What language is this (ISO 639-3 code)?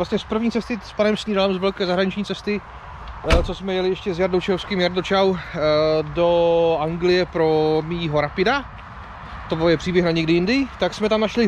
ces